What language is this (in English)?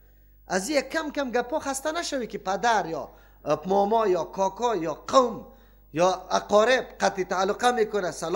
Persian